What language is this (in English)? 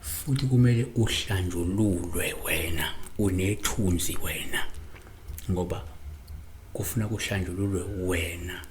Zulu